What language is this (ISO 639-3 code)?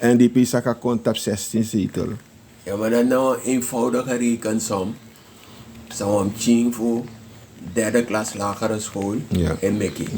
srn